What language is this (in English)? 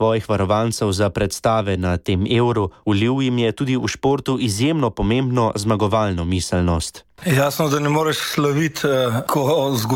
Slovenian